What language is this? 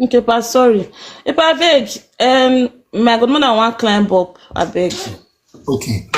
Nigerian Pidgin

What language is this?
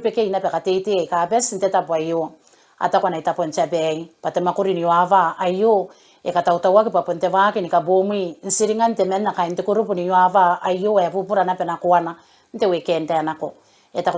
Gilbertese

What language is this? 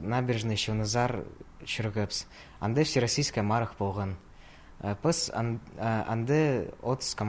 Khakas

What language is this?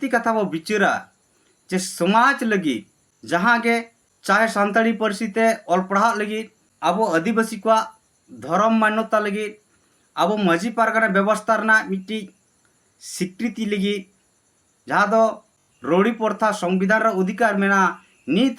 Santali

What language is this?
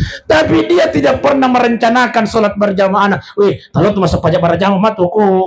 Buginese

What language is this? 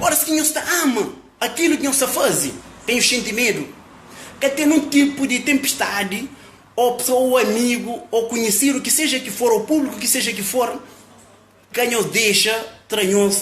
Kabuverdianu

